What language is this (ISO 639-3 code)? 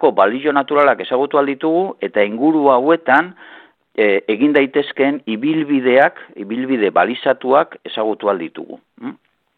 eus